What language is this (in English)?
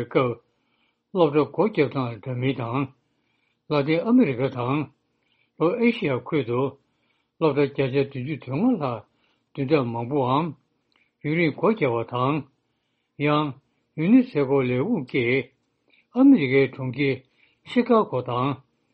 Tibetan